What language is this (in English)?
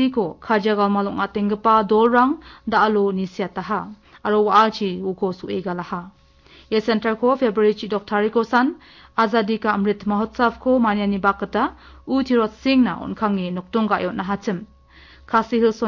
Garo